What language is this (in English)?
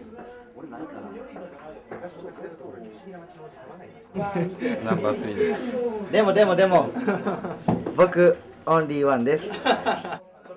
Japanese